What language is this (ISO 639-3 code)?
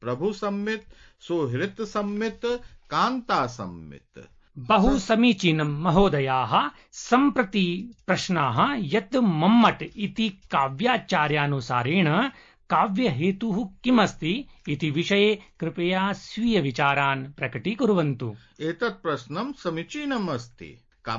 san